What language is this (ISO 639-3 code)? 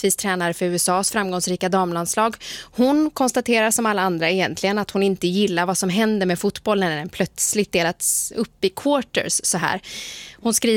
swe